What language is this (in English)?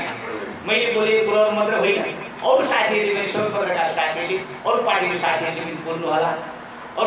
Nepali